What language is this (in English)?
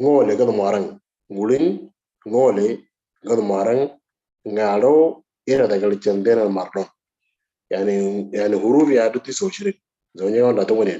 Moro